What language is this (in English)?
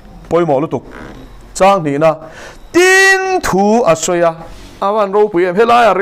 Mizo